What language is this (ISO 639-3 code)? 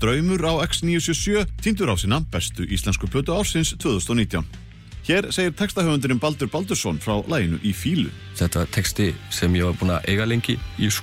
isl